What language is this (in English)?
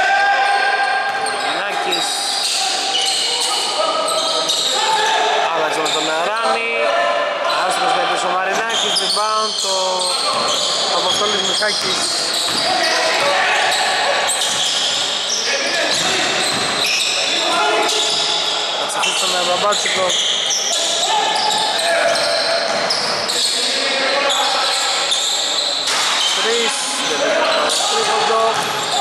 Greek